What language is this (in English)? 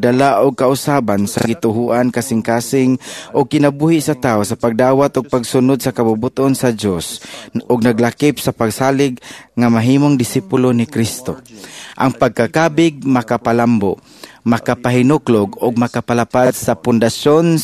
Cebuano